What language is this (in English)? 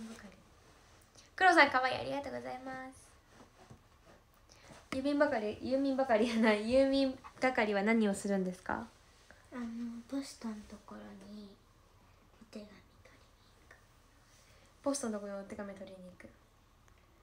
Japanese